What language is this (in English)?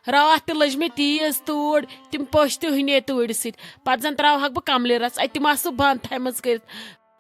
Kashmiri